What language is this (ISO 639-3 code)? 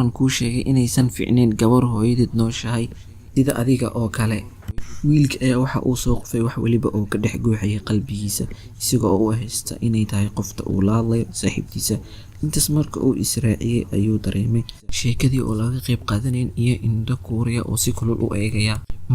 som